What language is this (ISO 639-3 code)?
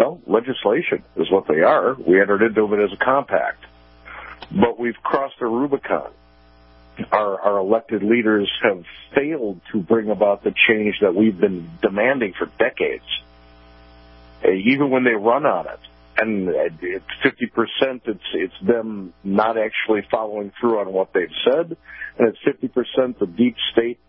eng